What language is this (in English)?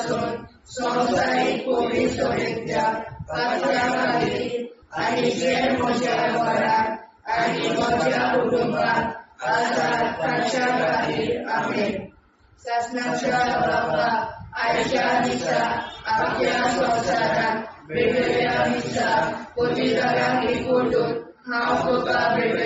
Konkani